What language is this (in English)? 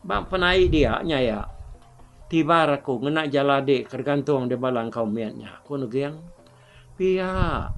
Iban